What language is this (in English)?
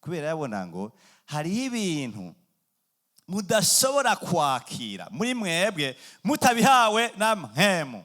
Rundi